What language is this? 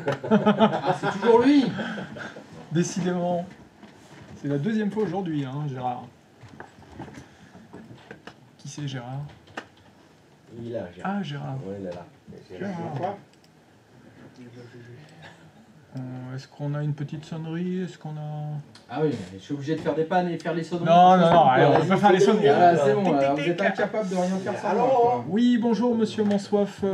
French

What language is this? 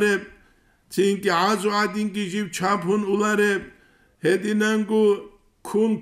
Avaric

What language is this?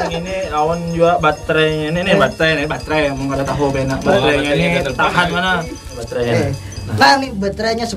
Banjar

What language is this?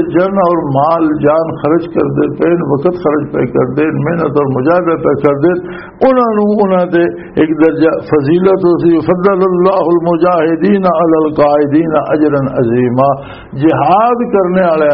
Western Panjabi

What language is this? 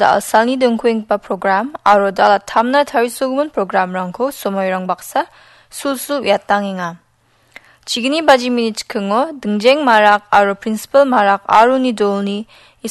Garo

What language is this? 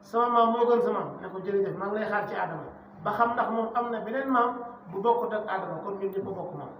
Wolof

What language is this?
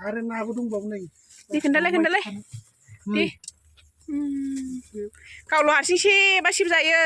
Bodo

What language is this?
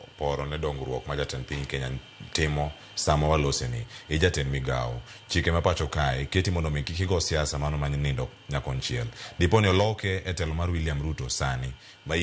Luo (Kenya and Tanzania)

